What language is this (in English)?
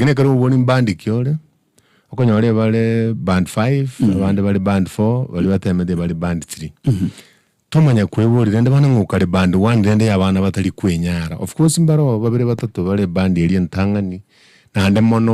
Gusii